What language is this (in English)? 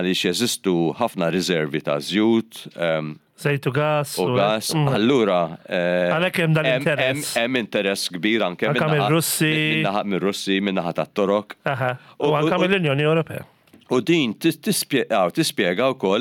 Maltese